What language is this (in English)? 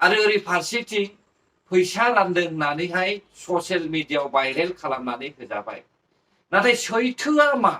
Bodo